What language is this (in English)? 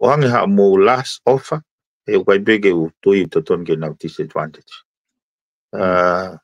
Tongan